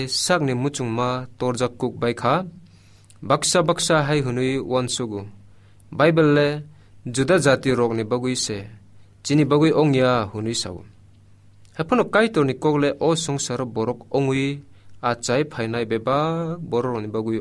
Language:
Kok Borok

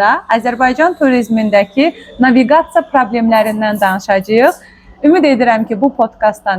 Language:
Azerbaijani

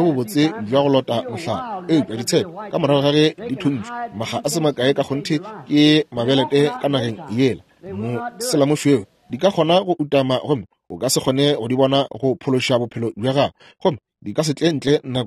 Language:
Northern Sotho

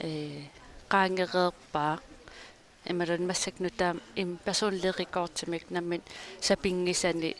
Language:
Kalaallisut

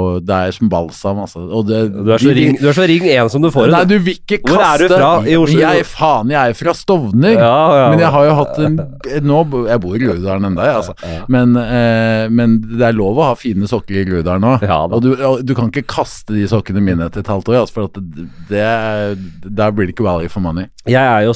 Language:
Norwegian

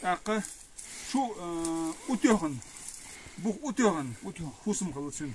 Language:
Chechen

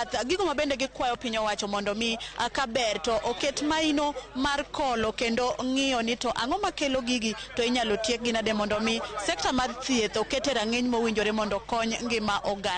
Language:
Luo (Kenya and Tanzania)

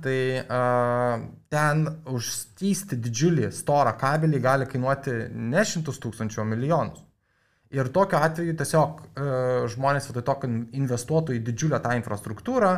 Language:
Lithuanian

